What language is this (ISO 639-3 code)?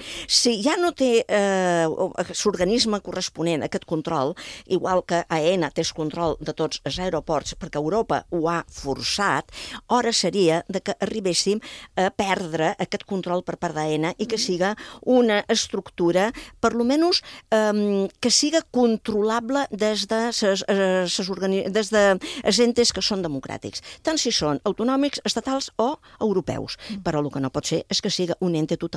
cat